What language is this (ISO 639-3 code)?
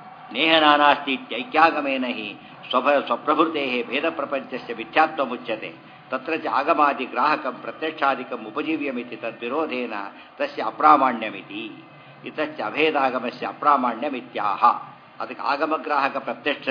kan